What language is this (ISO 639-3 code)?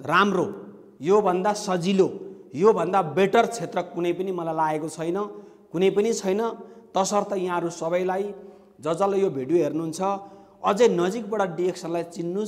nep